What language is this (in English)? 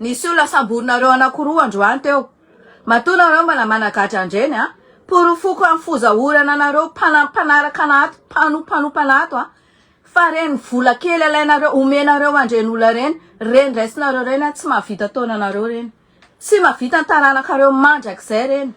Malagasy